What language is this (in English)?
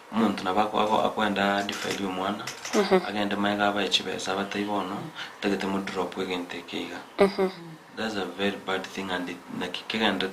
Gusii